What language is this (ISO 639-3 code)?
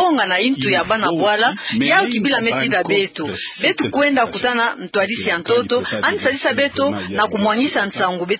ktu